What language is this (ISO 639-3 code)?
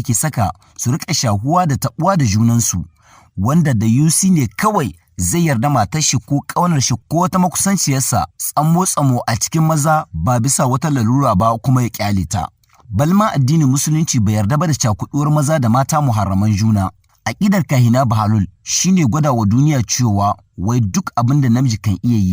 hau